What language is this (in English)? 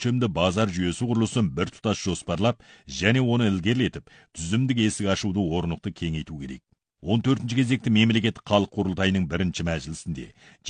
Kazakh